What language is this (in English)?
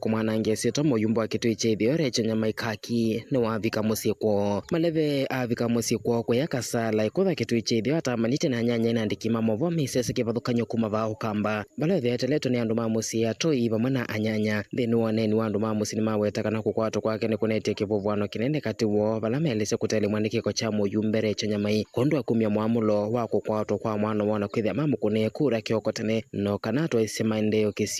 Kamba